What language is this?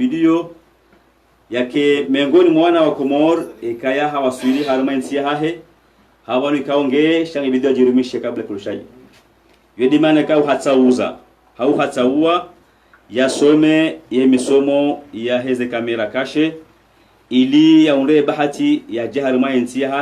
Ngazidja Comorian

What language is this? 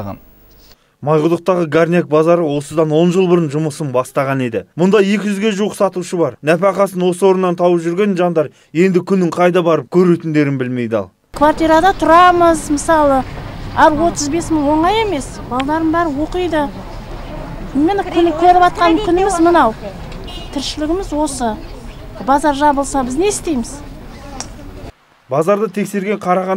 Kazakh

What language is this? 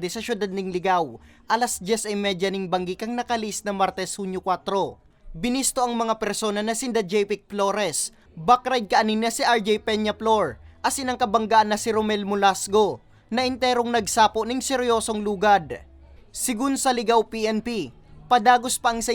Bikol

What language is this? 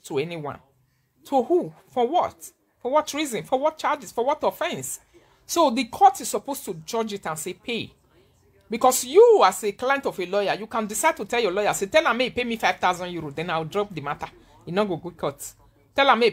Nigerian Pidgin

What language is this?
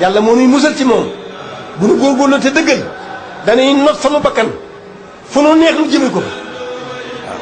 Wolof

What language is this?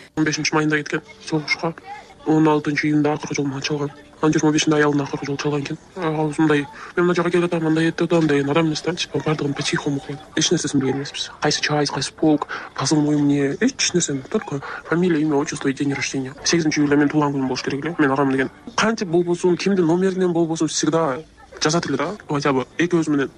Kyrgyz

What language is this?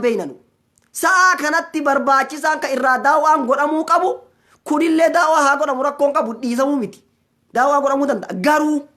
Oromo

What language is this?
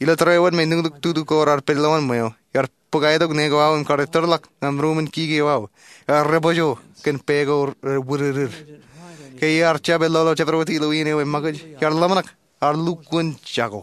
Marshallese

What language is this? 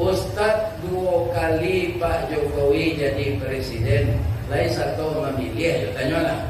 Minangkabau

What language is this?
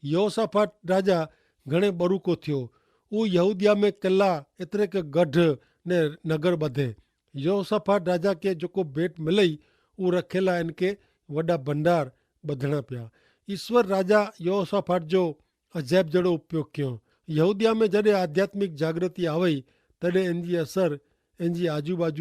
Kachhi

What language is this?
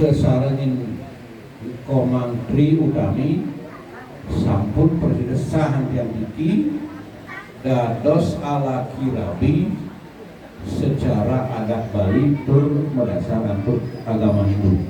Balinese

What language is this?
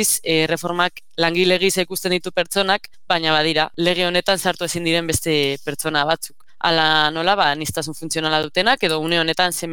Basque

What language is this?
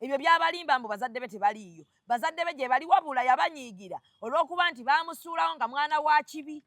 Ganda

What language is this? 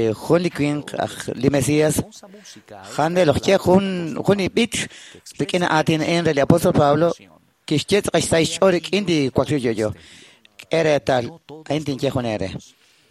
Kekchí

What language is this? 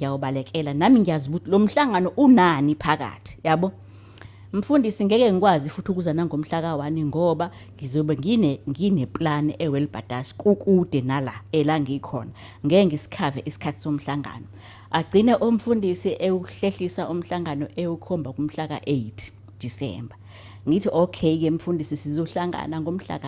Zulu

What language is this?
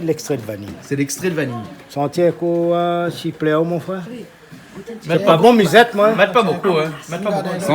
Réunion Creole French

